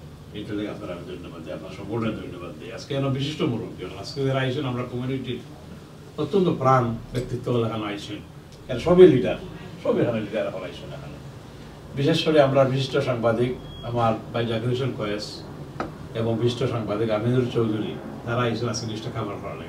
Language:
Sylheti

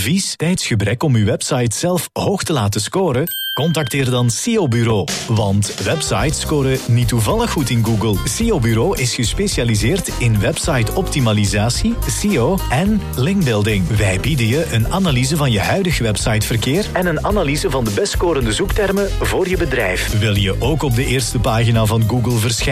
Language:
Dutch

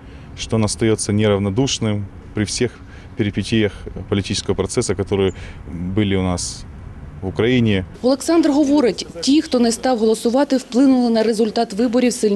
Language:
Ukrainian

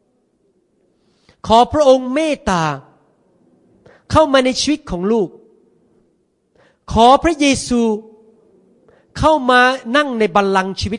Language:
Thai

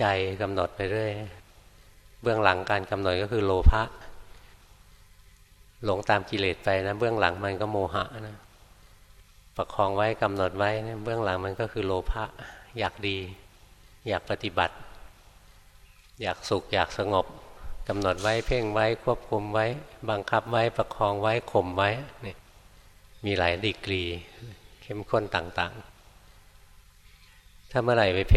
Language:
Thai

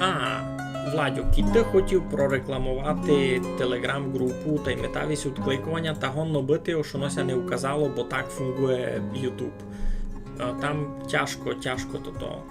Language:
Rusyn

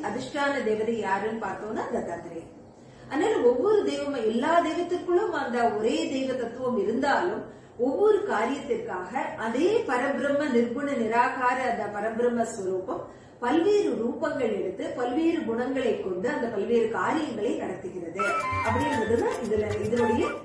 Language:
Tamil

